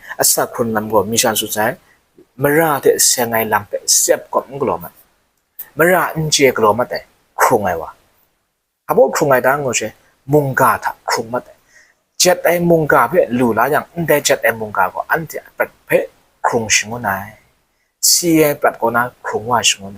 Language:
Kachin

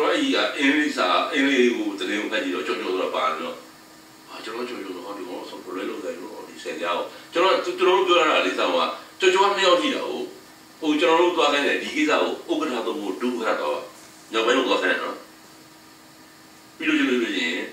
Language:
Burmese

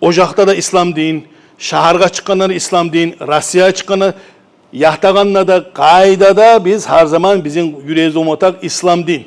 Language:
Kumyk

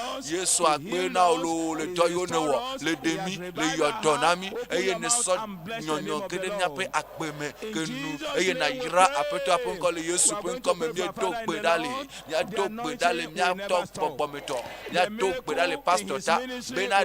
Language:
Ewe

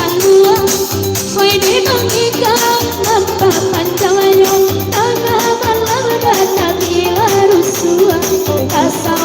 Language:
Minangkabau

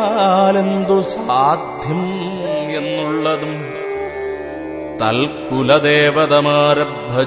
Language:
Malayalam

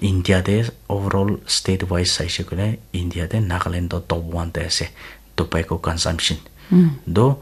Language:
Naga Pidgin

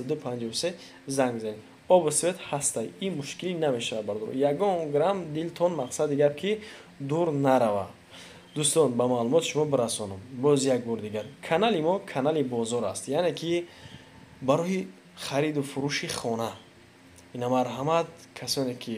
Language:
Tajik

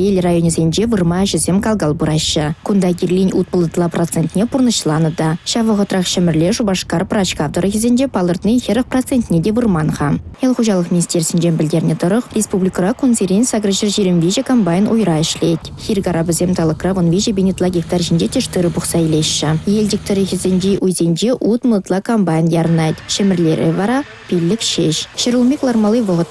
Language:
Chuvash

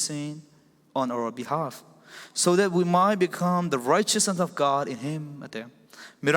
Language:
Falam Chin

